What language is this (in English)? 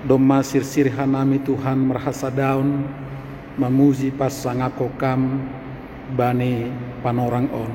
Batak Simalungun